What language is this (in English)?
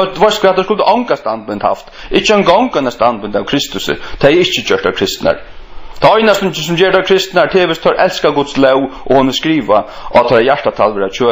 Faroese